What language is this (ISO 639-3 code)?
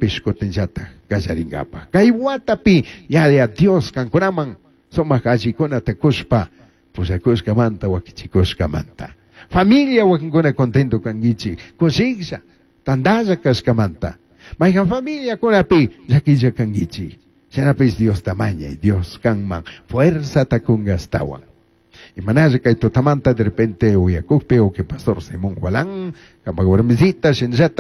qug